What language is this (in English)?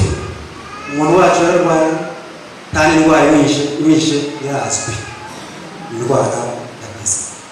Kinyarwanda